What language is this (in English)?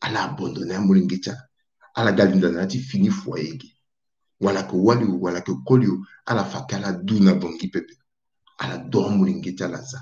Sango